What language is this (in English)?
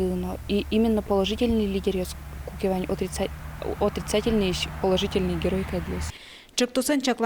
Udmurt